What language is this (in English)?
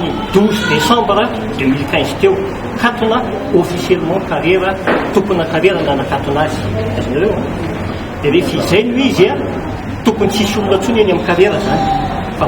Malagasy